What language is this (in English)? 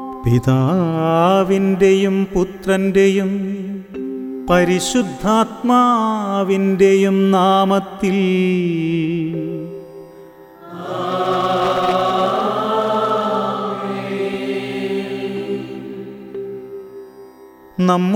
Malayalam